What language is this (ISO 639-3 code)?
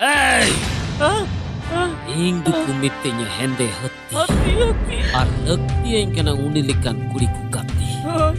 sat